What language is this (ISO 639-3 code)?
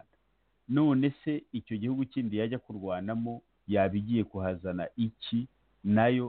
kin